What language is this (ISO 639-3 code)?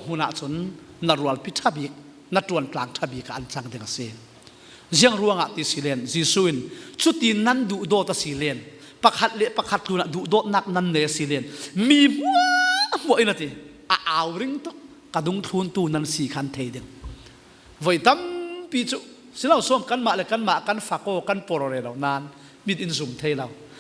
cfm